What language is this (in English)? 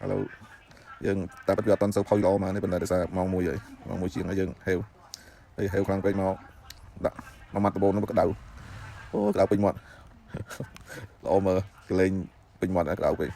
Khmer